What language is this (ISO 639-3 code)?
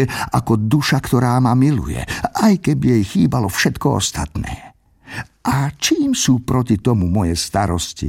slk